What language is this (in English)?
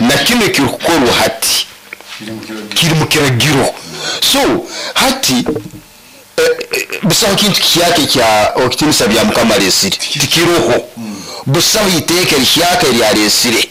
Nyoro